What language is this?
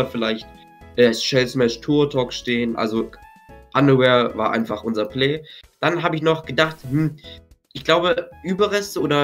German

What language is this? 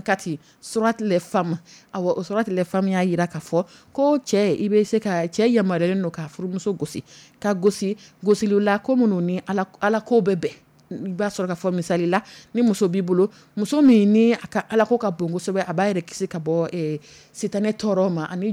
Dyula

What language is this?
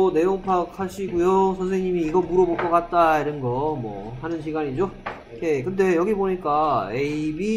Korean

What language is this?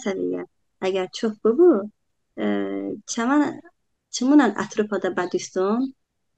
Talysh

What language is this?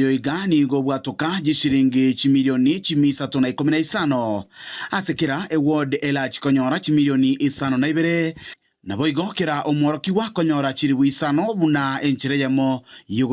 Gusii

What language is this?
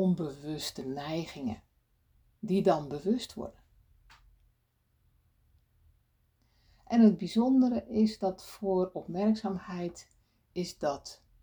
Dutch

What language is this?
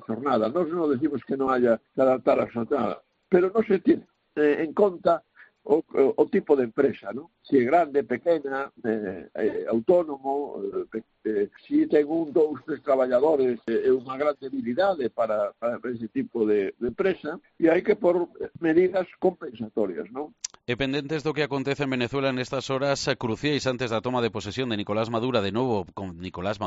Galician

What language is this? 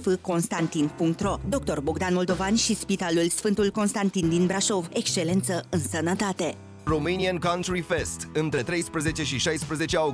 Romanian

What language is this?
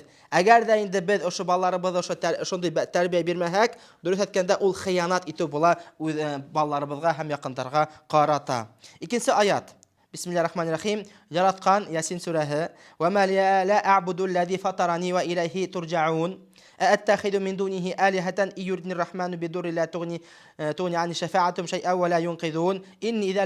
Bashkir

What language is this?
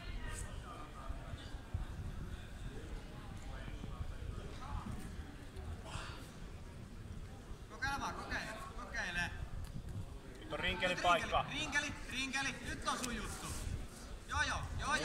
Finnish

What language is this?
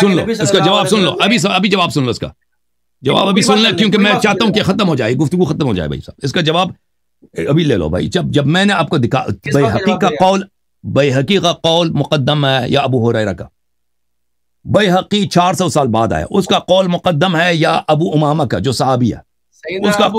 Urdu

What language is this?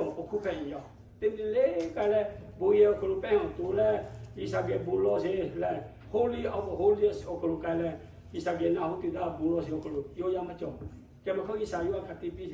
Lahu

